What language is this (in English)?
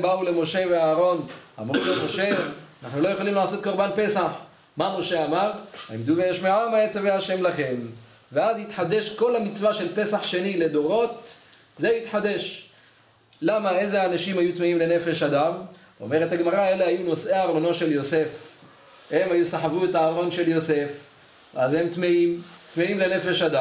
Hebrew